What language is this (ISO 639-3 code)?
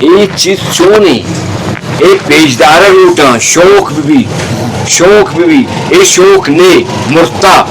bgp